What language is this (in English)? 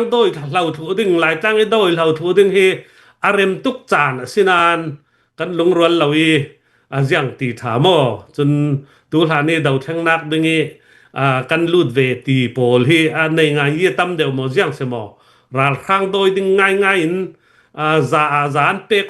Hakha Chin